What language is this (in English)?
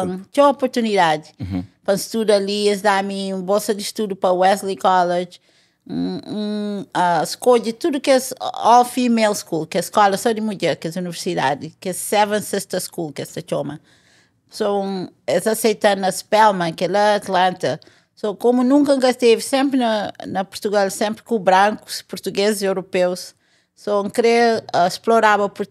Kabuverdianu